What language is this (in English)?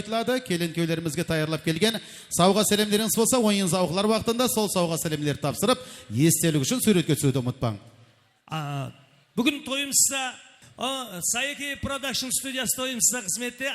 Kara-Kalpak